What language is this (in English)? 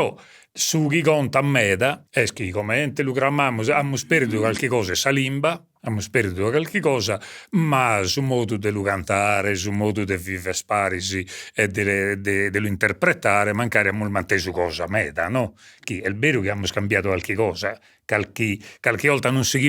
Sardinian